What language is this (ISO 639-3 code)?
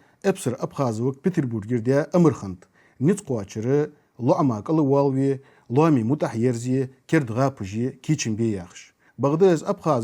inh